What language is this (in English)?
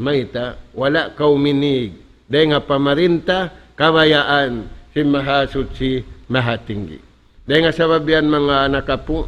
Tausug